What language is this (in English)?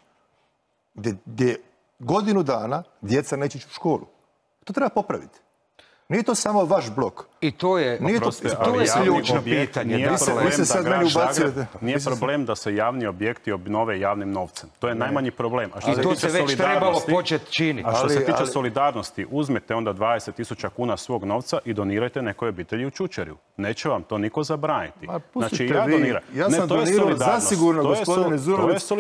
Croatian